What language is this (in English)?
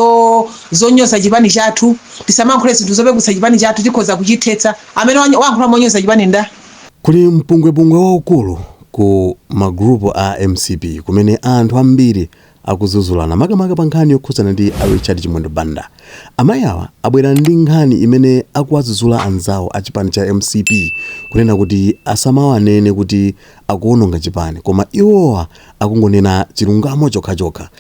Nyanja